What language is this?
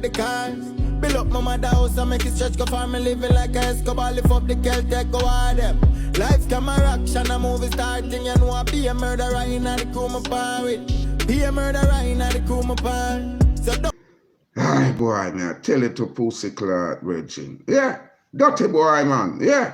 Jamaican Creole English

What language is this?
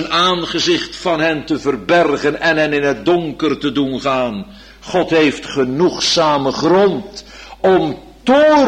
Dutch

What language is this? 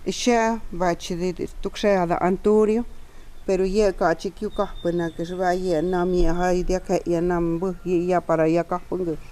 Totontepec Mixe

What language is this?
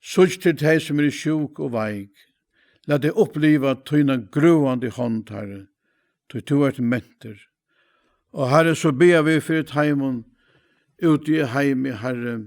Faroese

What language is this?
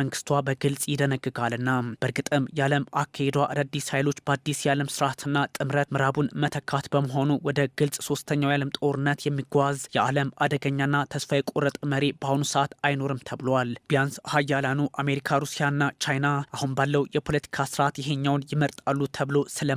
Amharic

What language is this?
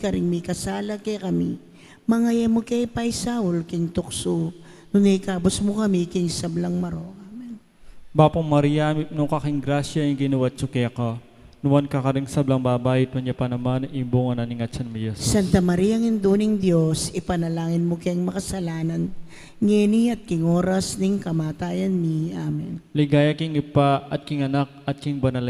Pampanga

